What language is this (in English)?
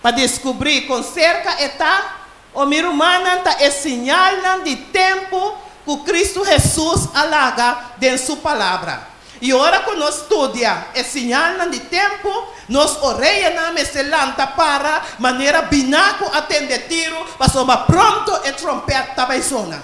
Papiamento